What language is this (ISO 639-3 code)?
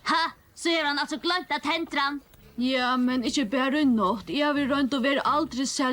fao